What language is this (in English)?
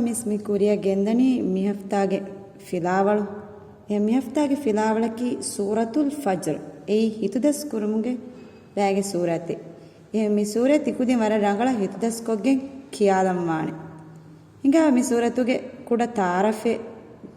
Divehi